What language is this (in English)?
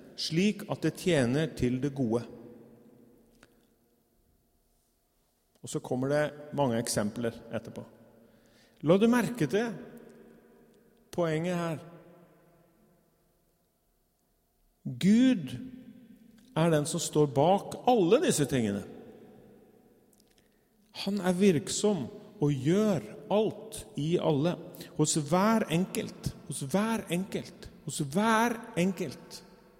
Norwegian